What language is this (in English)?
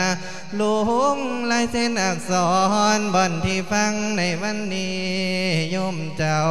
Lao